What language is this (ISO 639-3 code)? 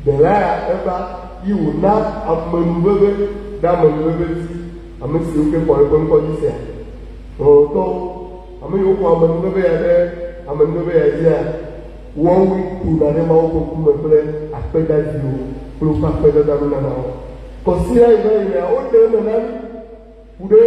ewe